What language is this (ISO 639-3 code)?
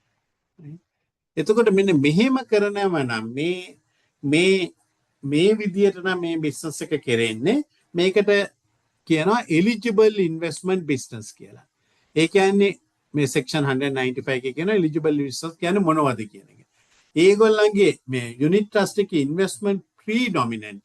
sin